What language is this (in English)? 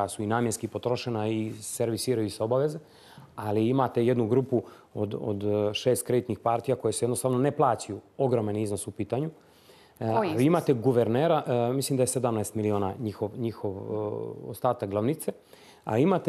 Bosnian